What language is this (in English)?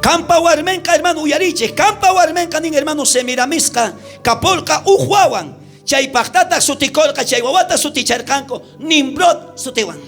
South Bolivian Quechua